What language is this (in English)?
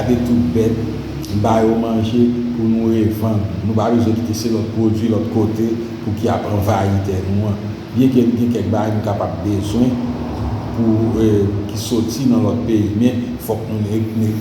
Haitian Creole